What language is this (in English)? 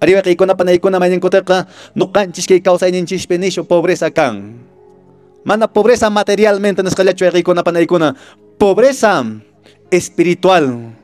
Quechua